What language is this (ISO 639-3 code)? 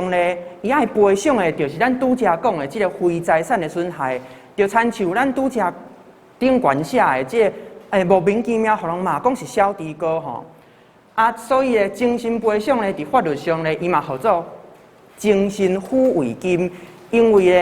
nan